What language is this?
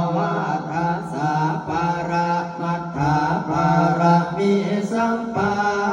Pali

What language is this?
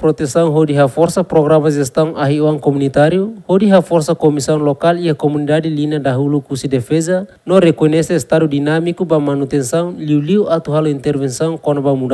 Tetum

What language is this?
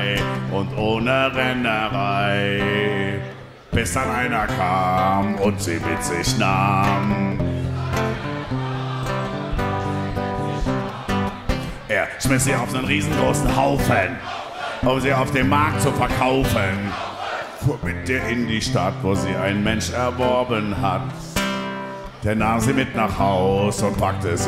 German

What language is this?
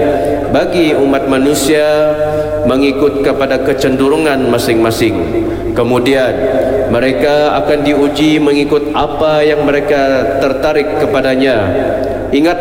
Malay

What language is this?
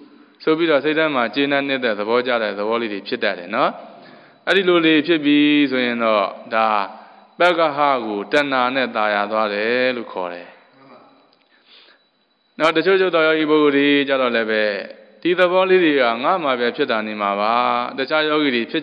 Burmese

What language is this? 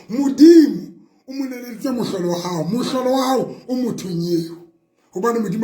Southern Sotho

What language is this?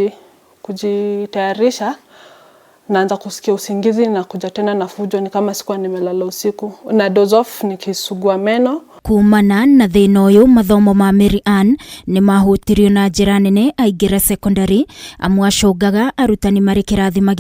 Kikuyu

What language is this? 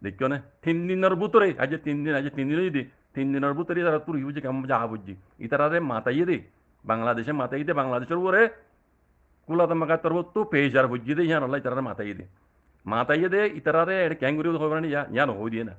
Rohingya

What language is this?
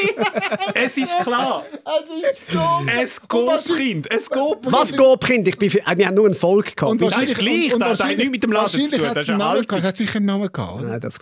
Swiss German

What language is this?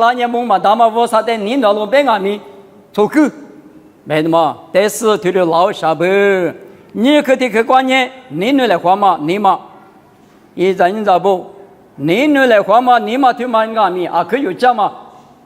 Lisu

